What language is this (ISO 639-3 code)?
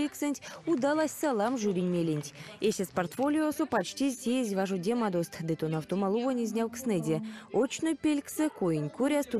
myv